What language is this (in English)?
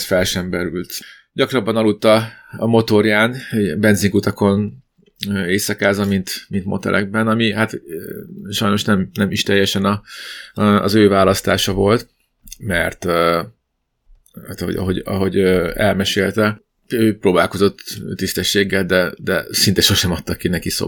Hungarian